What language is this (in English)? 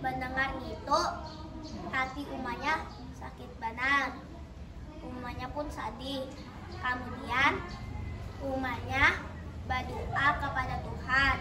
Banjar